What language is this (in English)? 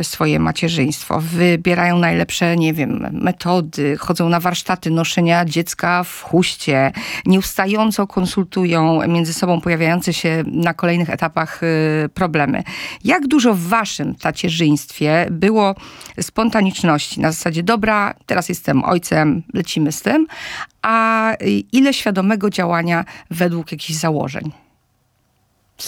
Polish